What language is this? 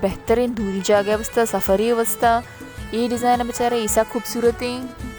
Baluchi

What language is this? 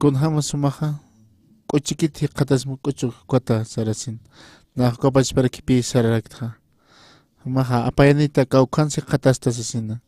Aymara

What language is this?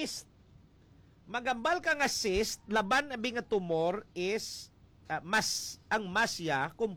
Hiligaynon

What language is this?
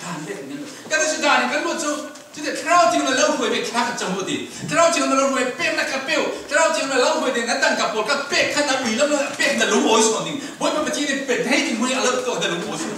Falam Chin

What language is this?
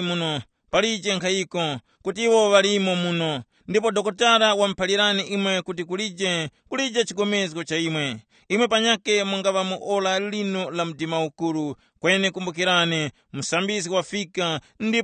Tumbuka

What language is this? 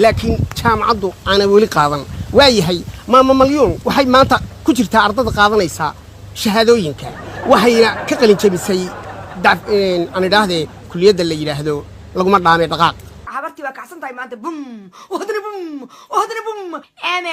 Somali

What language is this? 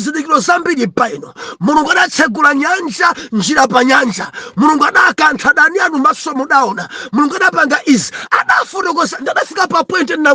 Nyanja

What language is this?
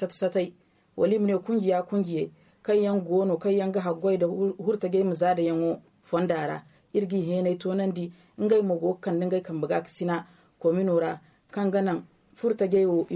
Zarma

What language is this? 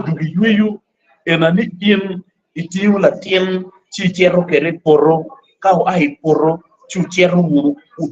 Acoli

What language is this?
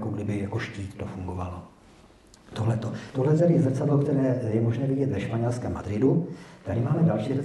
Czech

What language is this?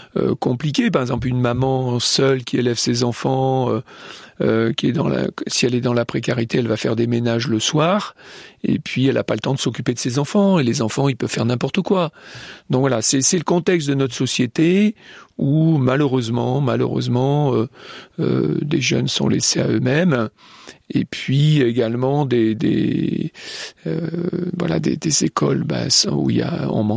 French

